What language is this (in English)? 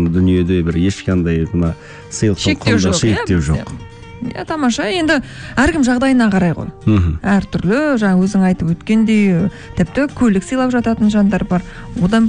Kazakh